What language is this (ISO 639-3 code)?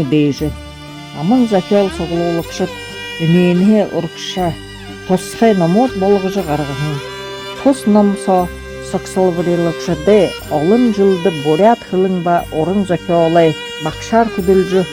bua